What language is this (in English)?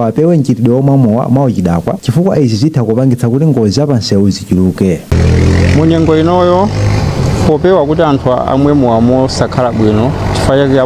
Nyanja